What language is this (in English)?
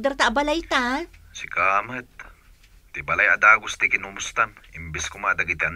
Iloko